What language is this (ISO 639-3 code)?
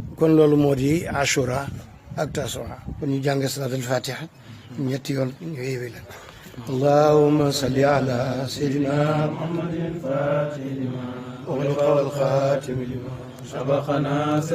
wol